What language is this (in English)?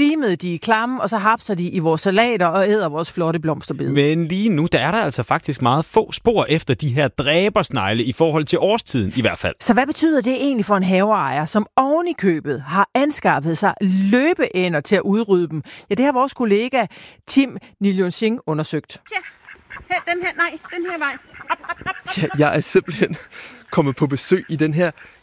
Danish